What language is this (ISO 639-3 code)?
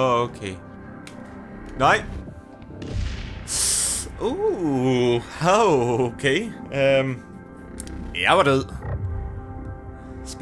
dan